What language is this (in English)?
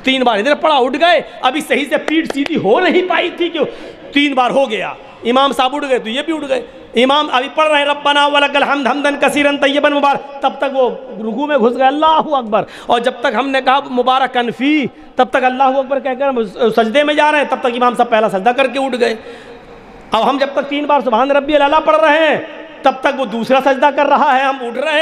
Urdu